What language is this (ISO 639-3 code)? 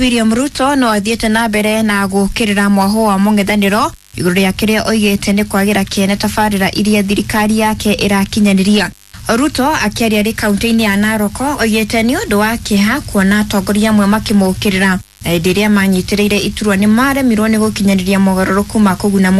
kik